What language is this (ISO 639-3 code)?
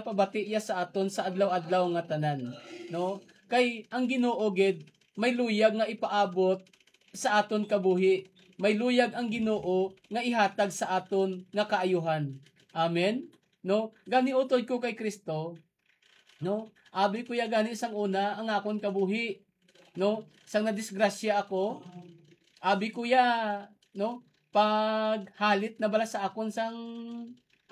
hil